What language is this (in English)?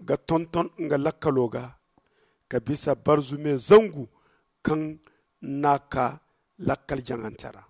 Zarma